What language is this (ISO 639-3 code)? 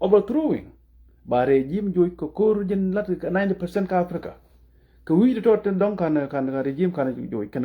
nus